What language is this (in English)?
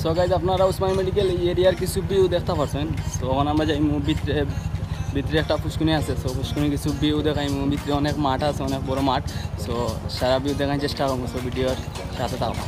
Sylheti